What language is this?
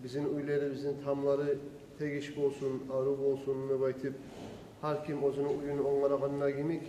Kumyk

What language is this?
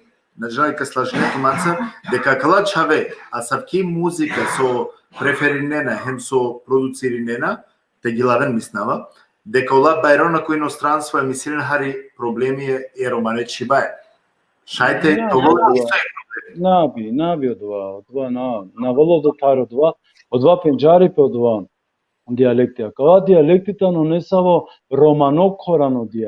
Balkan Romani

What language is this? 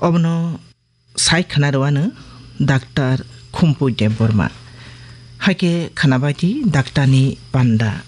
Kok Borok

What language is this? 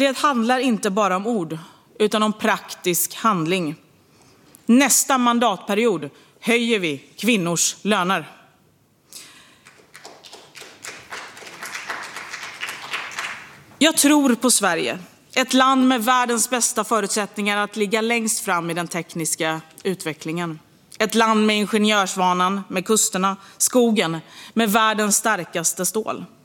Swedish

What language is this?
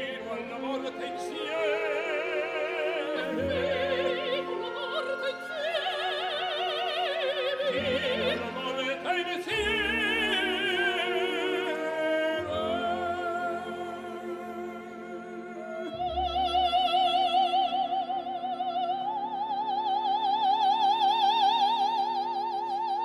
Italian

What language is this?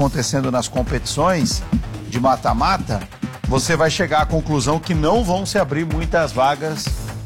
Portuguese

